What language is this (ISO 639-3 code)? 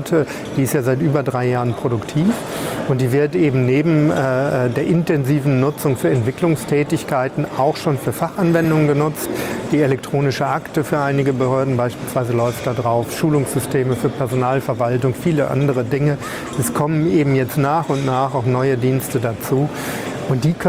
deu